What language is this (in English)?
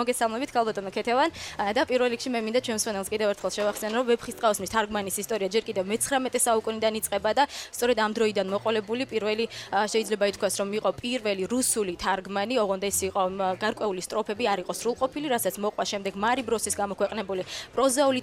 Georgian